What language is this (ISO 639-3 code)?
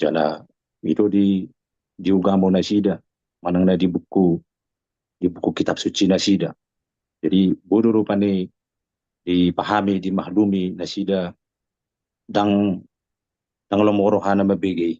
bbc